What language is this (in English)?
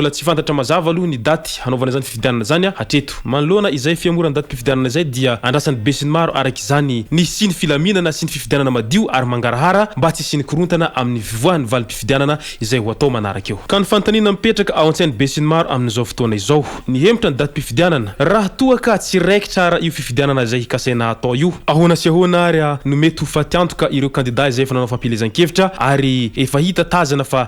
Malagasy